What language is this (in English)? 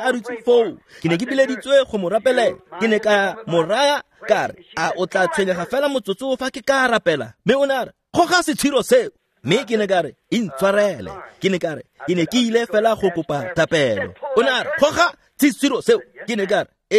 Tswana